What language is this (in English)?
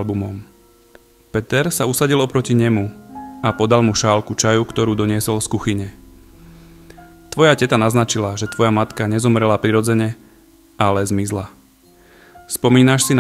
Slovak